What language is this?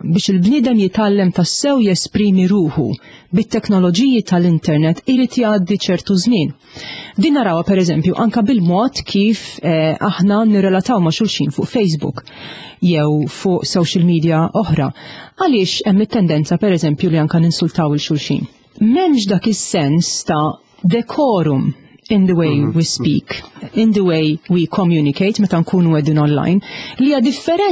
Maltese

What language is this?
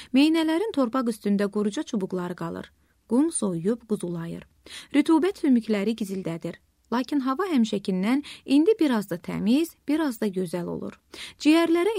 Azerbaijani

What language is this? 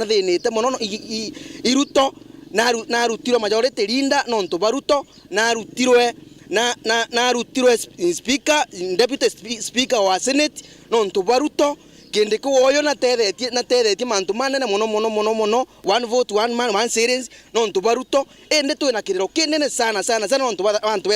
Meru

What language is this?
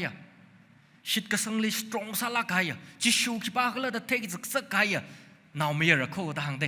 Tangkhul Naga (India)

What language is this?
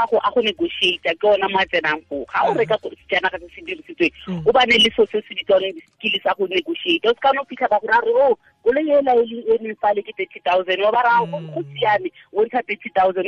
Tswana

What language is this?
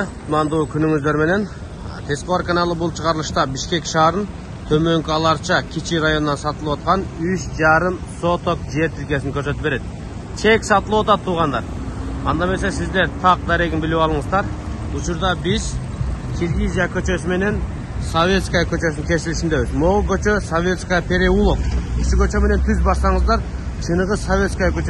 Kyrgyz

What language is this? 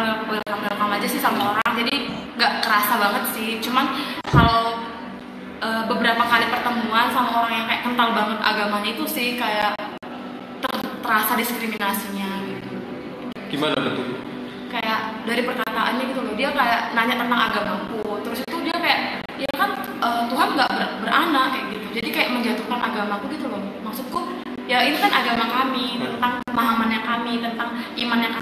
Indonesian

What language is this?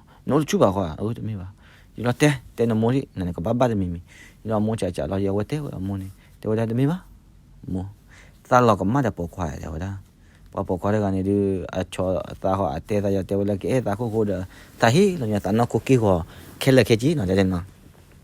S'gaw Karen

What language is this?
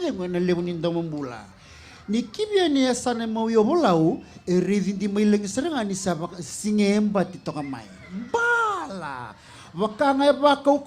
Fijian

